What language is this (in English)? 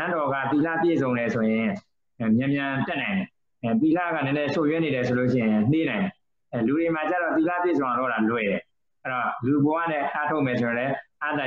Burmese